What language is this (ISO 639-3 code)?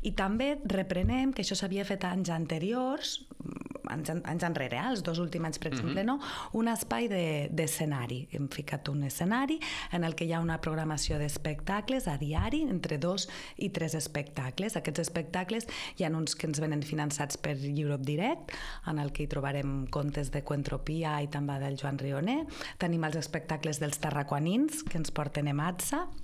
cat